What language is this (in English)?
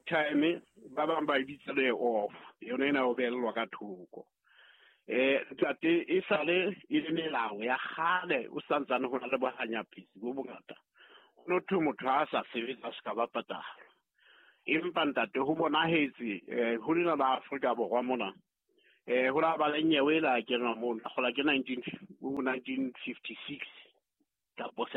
Southern Sotho